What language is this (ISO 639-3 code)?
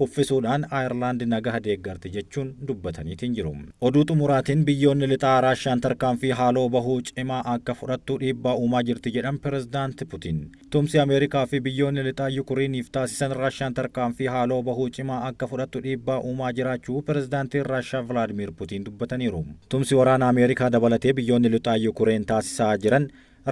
orm